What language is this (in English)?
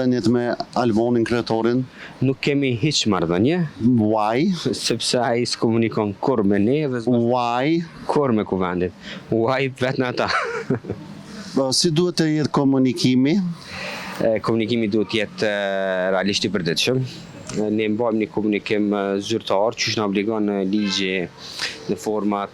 Albanian